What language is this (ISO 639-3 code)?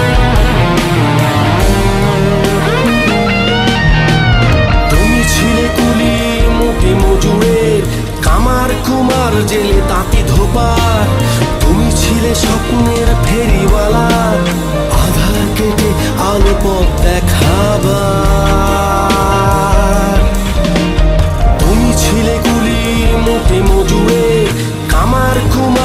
ben